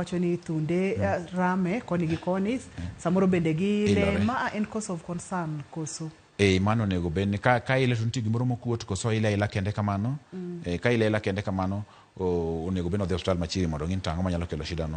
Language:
Luo (Kenya and Tanzania)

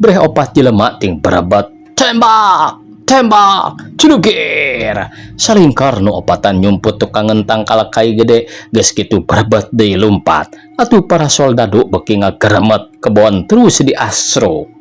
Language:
Sundanese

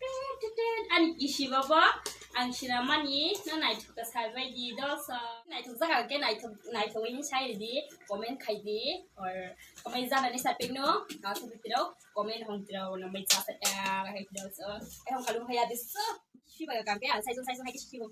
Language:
Kok Borok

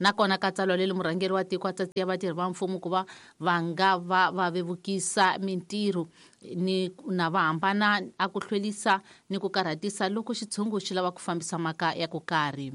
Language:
Tsonga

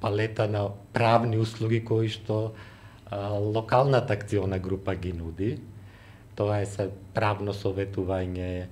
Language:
Macedonian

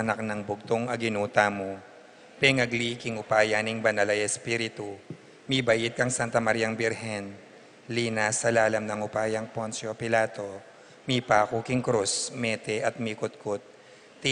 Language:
Pampanga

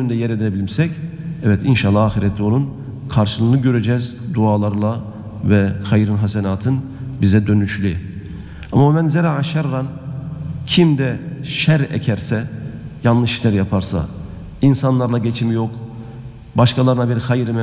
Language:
Turkish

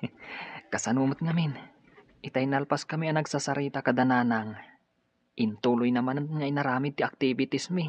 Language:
Iloko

